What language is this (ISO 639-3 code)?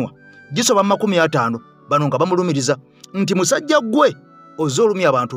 lug